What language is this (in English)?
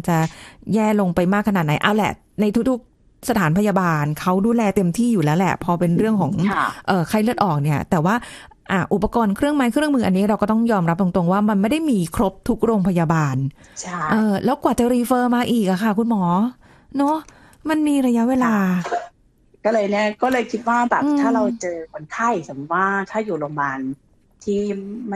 Thai